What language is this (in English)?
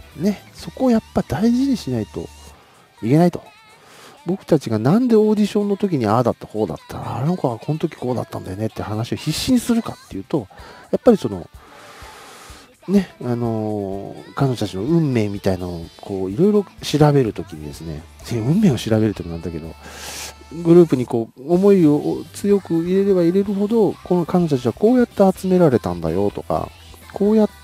Japanese